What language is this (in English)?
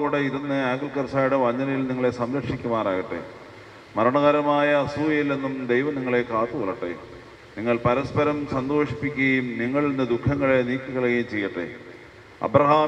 Malayalam